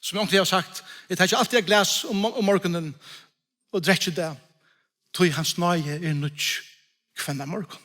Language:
Faroese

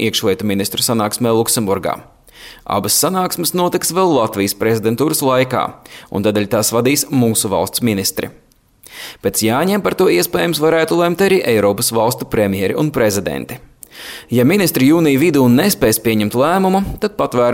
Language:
Latvian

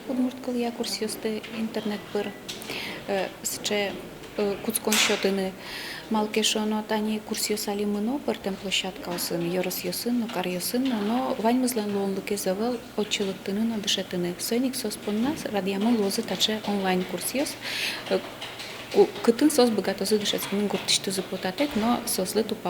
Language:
Udmurt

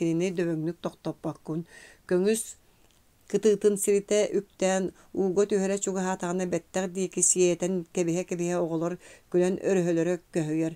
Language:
Yakut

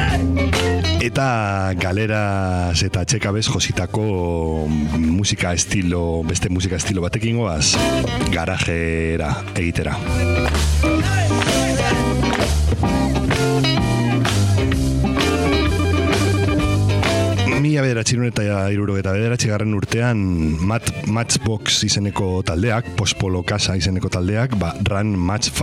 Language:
Basque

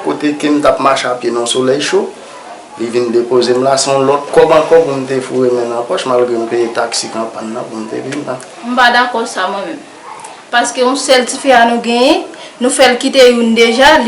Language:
Haitian Creole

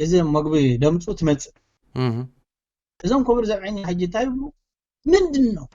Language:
Tigrinya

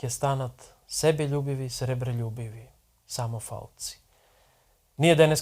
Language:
Macedonian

